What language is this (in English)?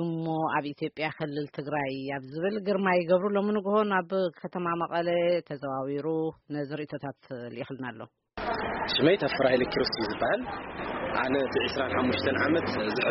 Tigrinya